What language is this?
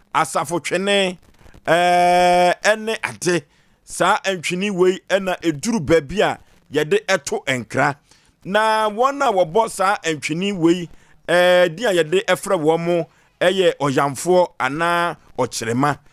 Akan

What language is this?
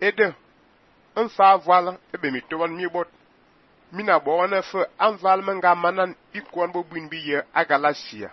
Fang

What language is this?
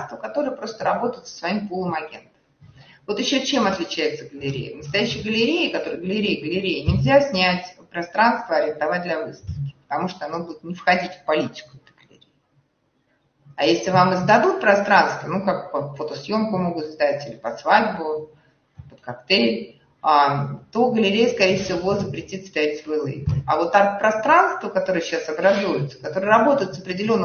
Russian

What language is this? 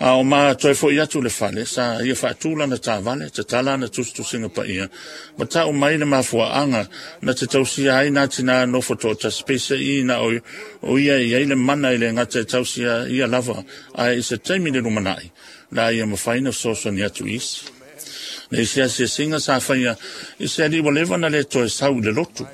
Samoan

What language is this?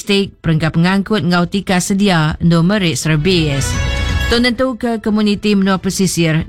Iban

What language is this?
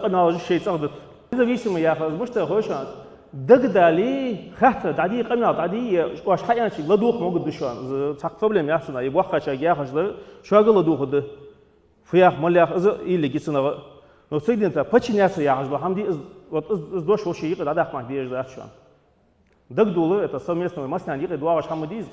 Ingush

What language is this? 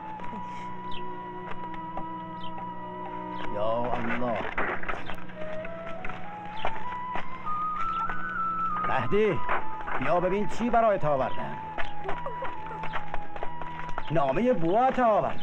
Persian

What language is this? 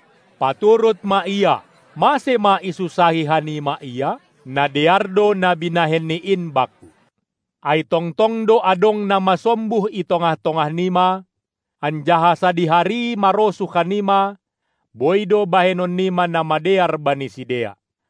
Batak Simalungun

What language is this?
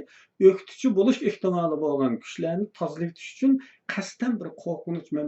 Uyghur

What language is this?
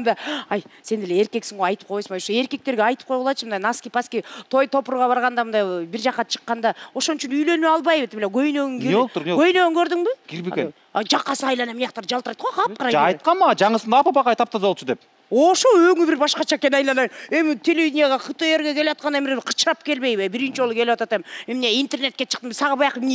Kyrgyz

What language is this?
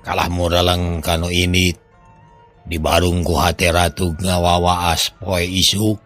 Sundanese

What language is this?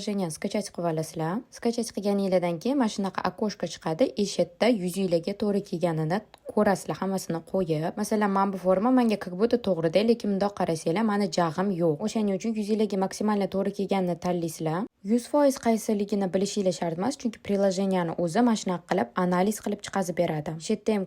Uzbek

